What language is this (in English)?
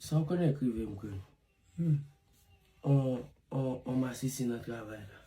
Haitian Creole